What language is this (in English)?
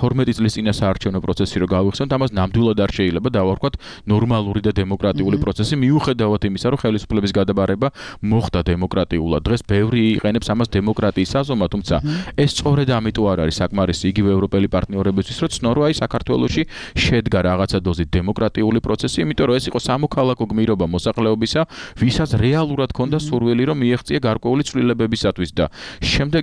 Georgian